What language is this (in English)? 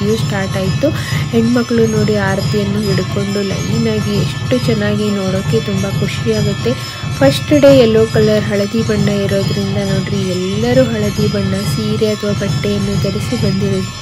Kannada